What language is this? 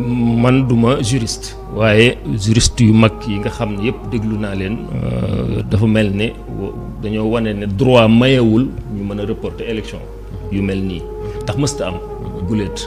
Wolof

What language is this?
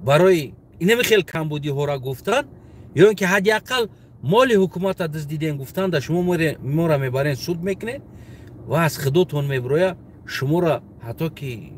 Tajik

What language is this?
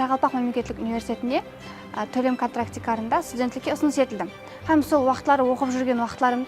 Kara-Kalpak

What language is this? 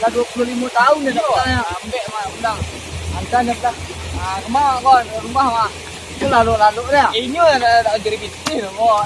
Minangkabau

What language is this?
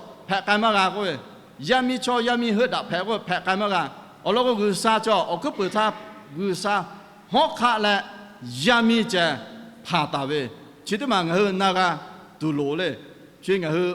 Lahu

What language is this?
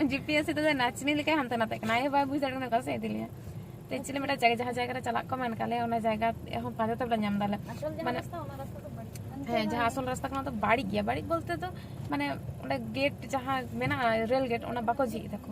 Santali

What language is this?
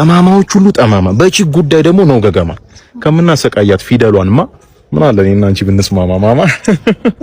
Amharic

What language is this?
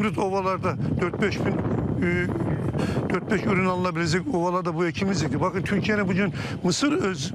Turkish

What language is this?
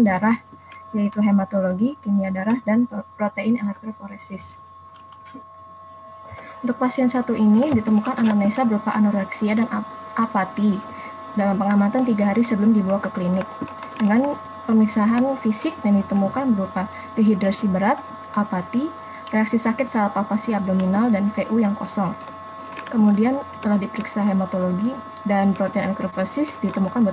Indonesian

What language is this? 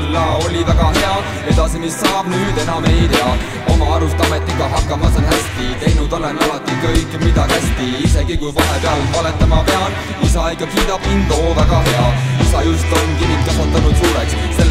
Estonian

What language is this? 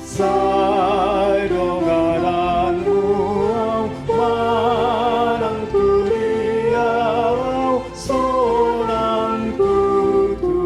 Batak Toba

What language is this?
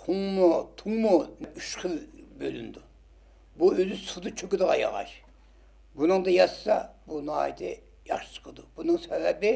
Uyghur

